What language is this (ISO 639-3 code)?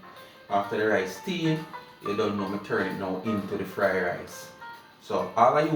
jam